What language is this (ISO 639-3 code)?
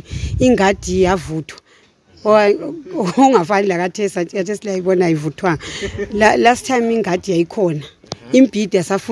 nde